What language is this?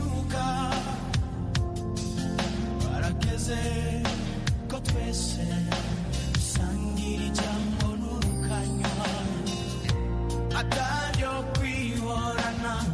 Kinyarwanda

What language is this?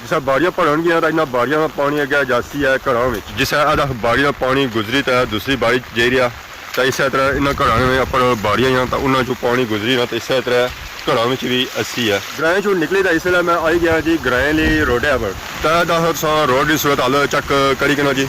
Pahari-Potwari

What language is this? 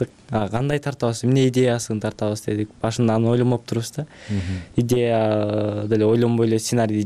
Kyrgyz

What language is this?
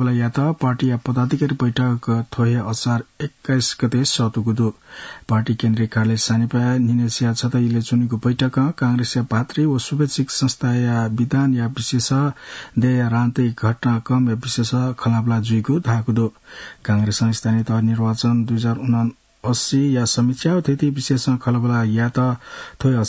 Newari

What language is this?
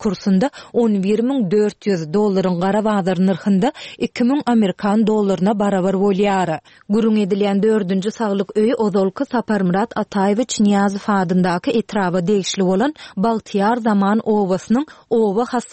Turkmen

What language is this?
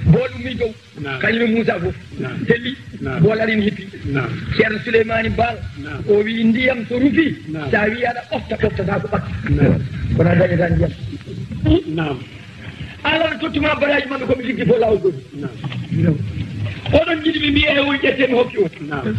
Fula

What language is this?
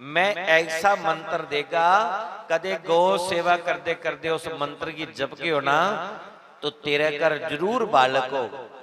Dogri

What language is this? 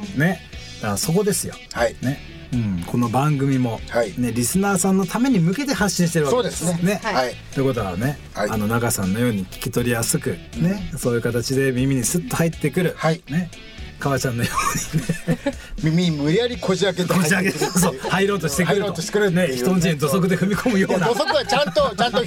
Japanese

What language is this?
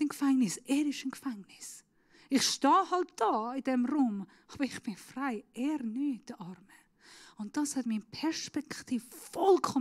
Swiss German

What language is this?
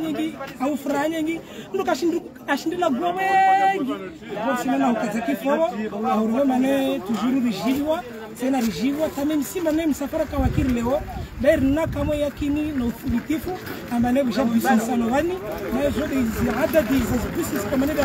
Swahili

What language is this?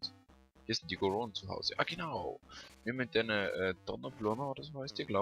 Swiss German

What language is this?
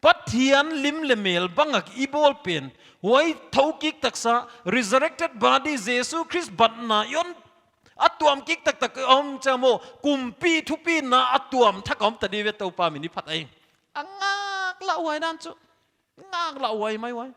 Paite Chin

